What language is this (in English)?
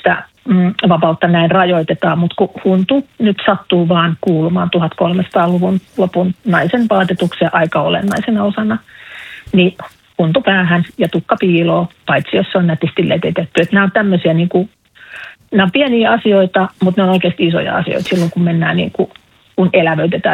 Finnish